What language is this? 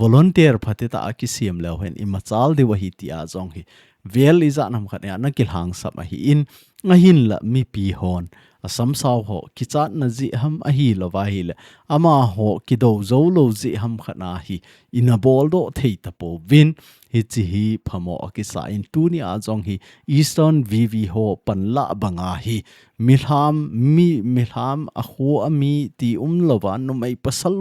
Thado Chin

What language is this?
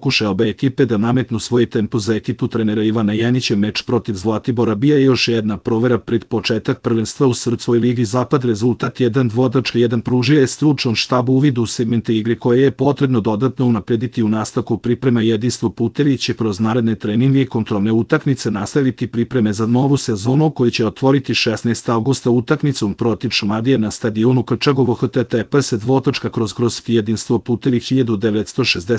Serbian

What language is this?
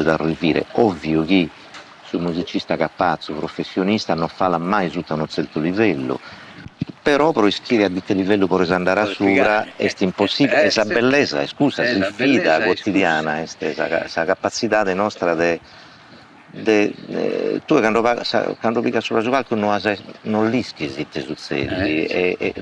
Sardinian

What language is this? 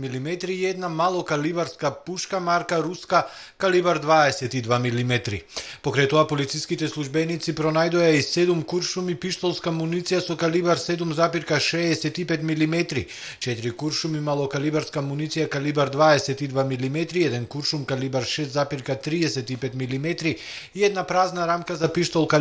Macedonian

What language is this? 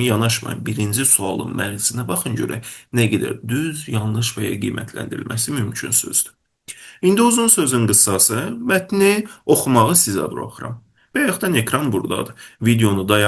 Azerbaijani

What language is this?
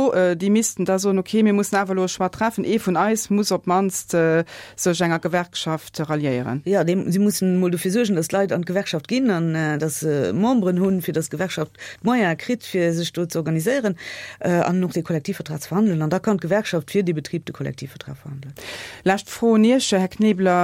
Luxembourgish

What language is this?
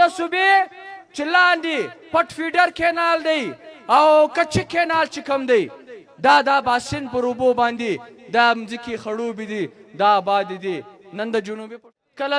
Pashto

